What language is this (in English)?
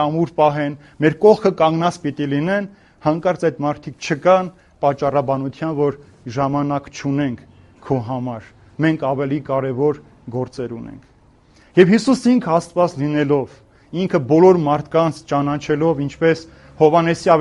Armenian